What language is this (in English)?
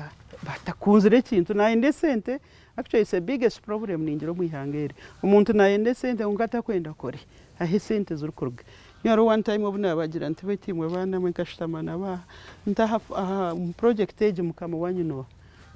Nyankole